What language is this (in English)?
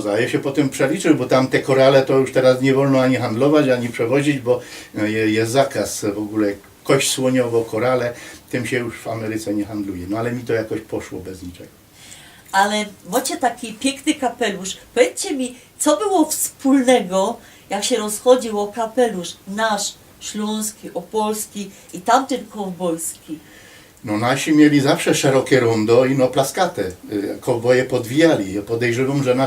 Silesian